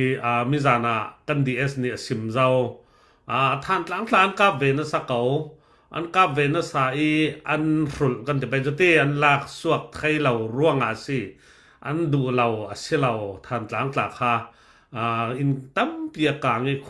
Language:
Falam Chin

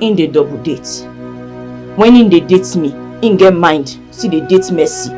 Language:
Nigerian Pidgin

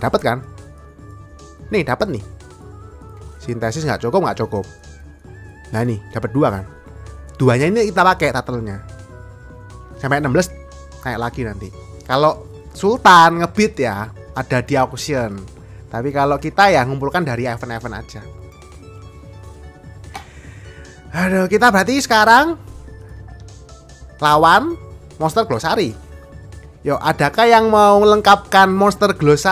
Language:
Indonesian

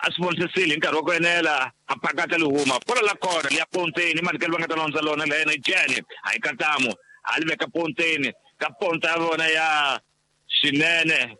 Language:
Tsonga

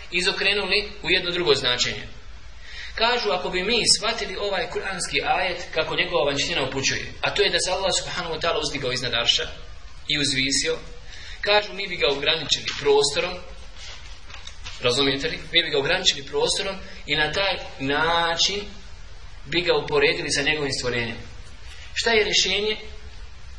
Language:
Bosnian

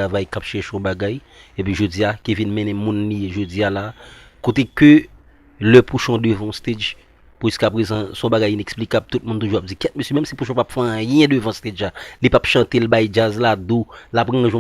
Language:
Haitian Creole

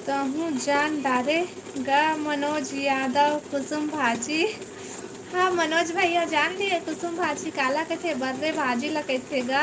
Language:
Chhattisgarhi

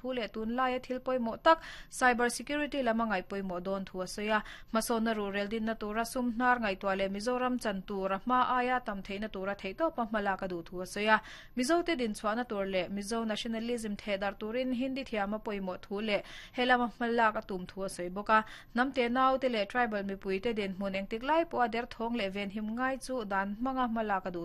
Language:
Mizo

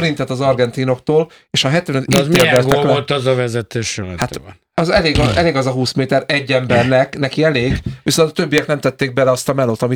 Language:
Hungarian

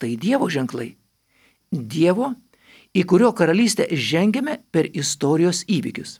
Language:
Lithuanian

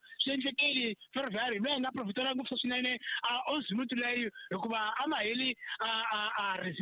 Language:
Tsonga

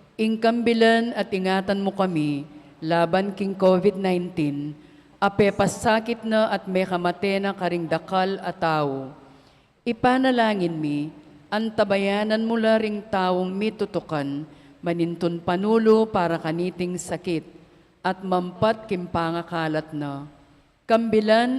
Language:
Pampanga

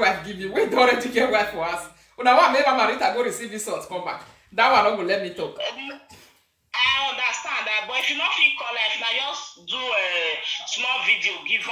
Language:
Nigerian Pidgin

